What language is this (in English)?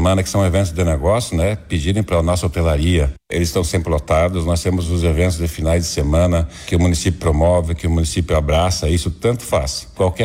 Portuguese